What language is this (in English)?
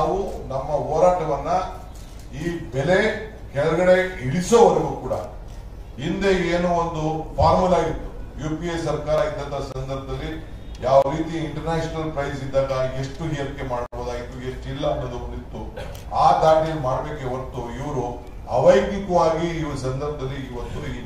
Kannada